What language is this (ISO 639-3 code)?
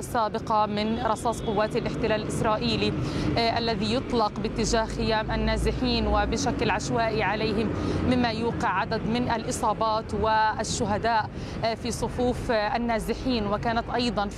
ara